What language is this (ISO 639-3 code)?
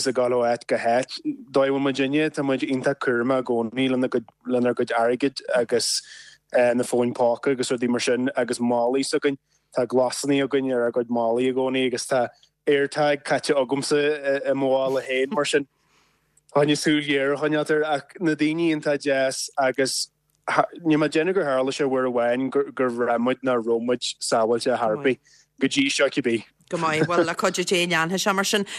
gle